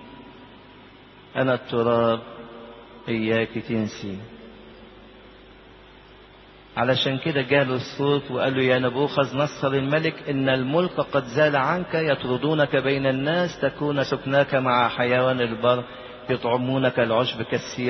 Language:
Egyptian Arabic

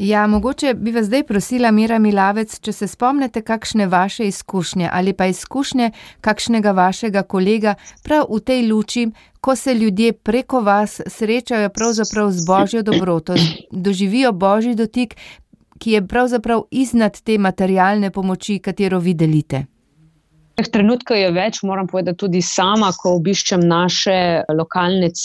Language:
Slovenian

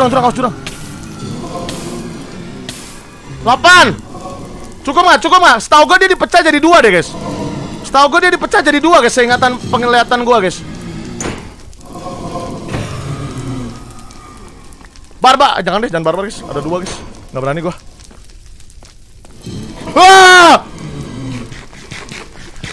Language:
Indonesian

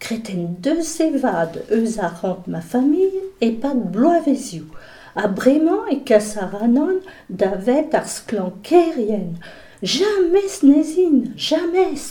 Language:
Breton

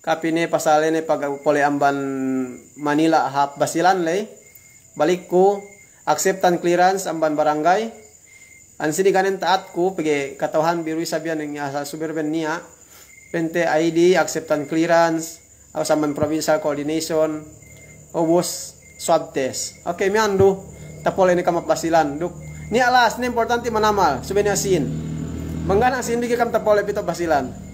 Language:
Yakan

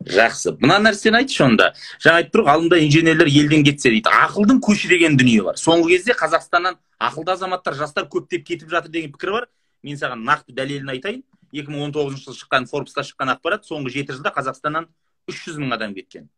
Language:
Kazakh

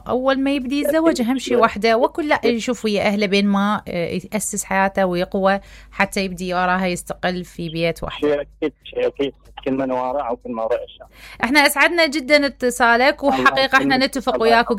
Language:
Mesopotamian Arabic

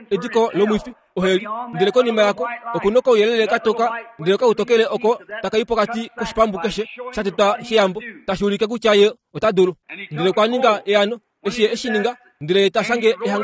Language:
Kuanyama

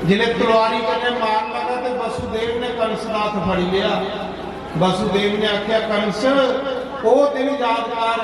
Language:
Dogri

